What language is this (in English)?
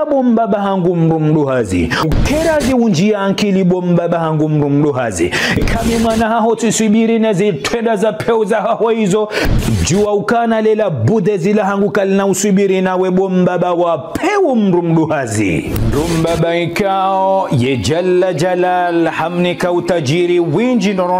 Ngazidja Comorian